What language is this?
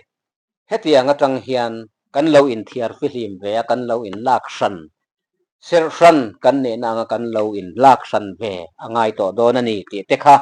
Mizo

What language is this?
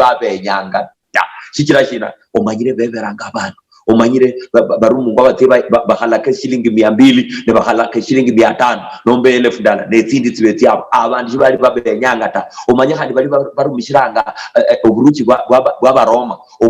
Luyia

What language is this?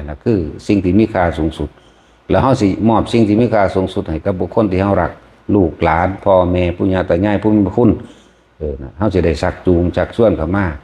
Northeastern Thai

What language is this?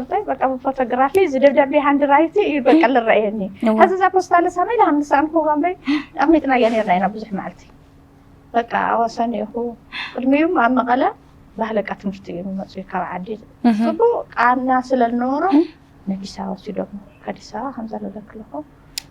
Tigrinya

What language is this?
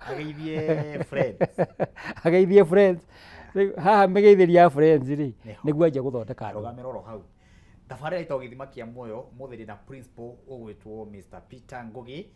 Kikuyu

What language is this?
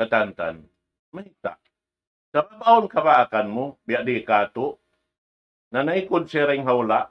Tausug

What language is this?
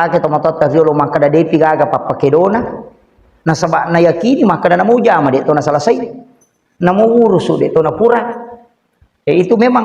Buginese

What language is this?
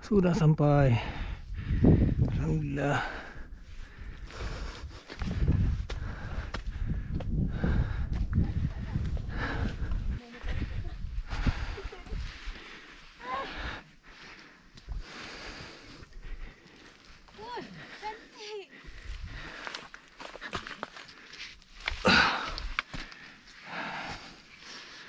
Malay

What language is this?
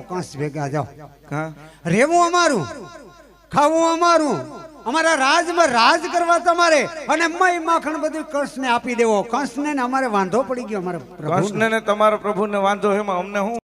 Gujarati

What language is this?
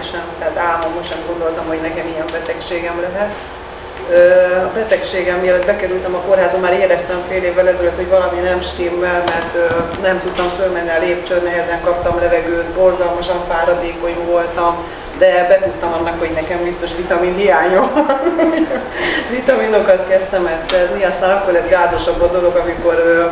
Hungarian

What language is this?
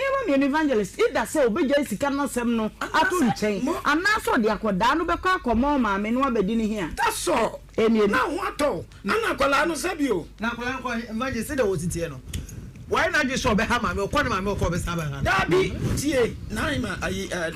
Akan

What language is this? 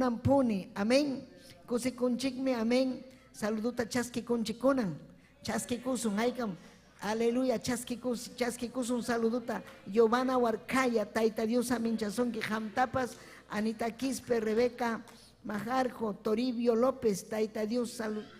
Ayacucho Quechua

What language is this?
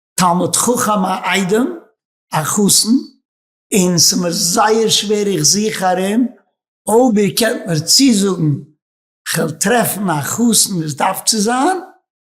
Yiddish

